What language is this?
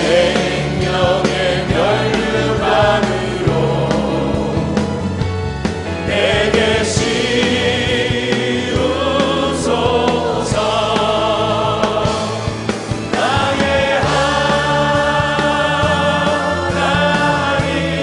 Korean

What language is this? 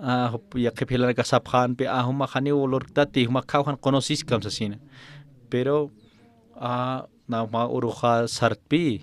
Aymara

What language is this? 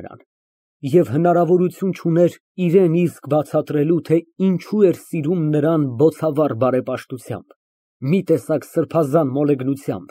Armenian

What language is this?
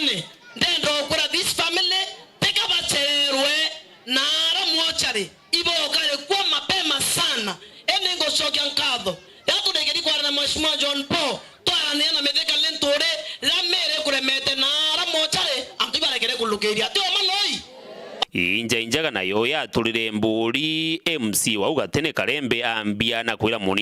Meru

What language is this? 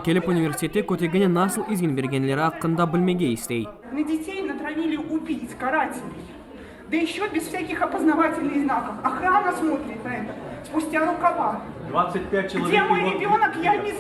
Crimean Tatar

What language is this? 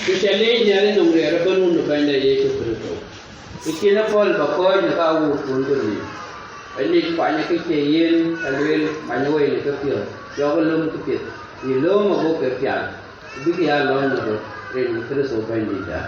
Dinka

